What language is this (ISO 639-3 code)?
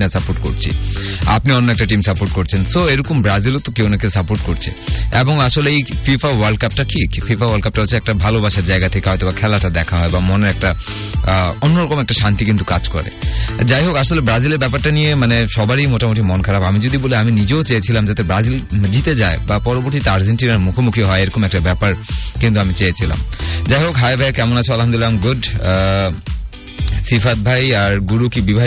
ben